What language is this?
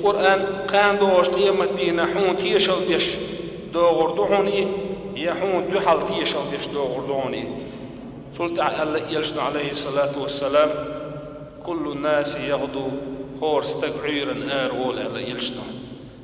Chechen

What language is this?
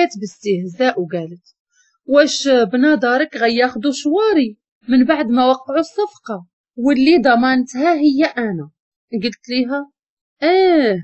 Moroccan Arabic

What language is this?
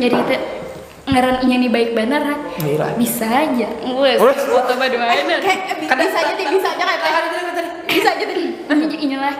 Banjar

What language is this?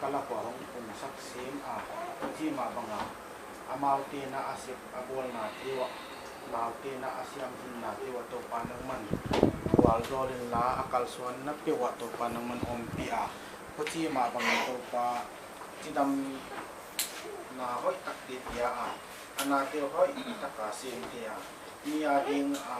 Paite Chin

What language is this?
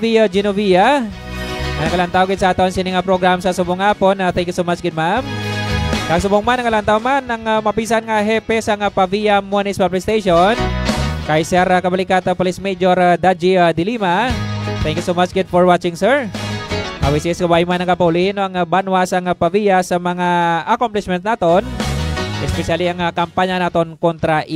Hiligaynon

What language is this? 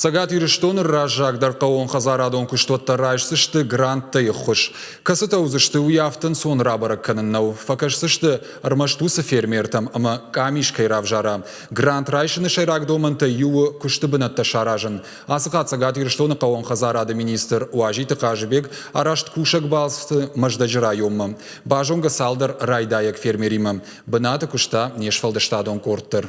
Ossetic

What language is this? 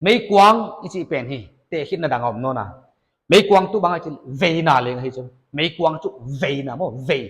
Paite Chin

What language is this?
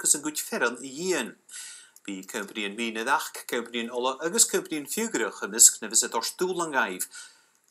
Scottish Gaelic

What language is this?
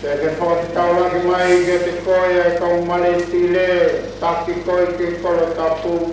Tongan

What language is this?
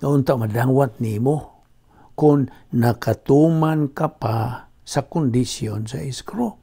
Cebuano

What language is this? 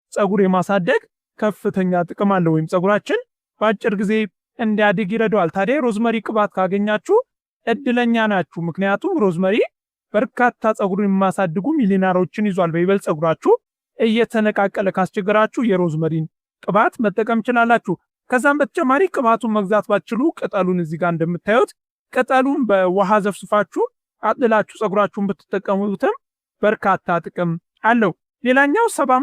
Amharic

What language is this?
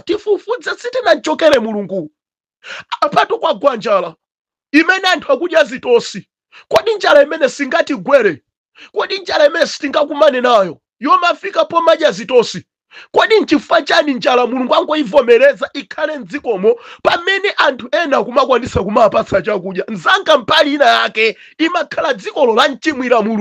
Nyanja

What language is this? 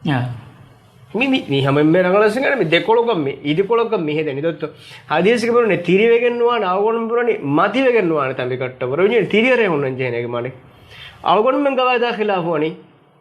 Divehi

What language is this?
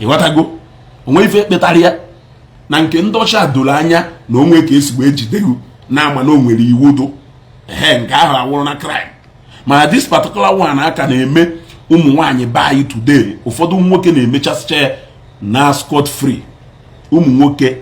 Igbo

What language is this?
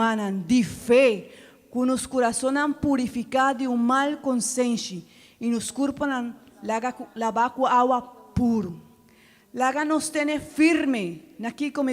Papiamento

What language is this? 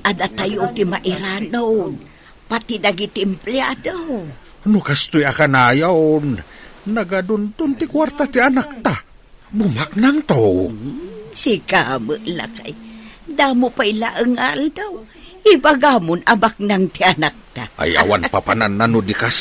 Iloko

